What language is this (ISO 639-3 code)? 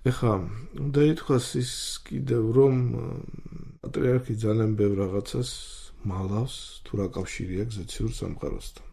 kat